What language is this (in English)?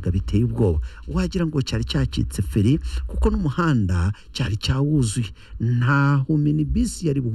Kinyarwanda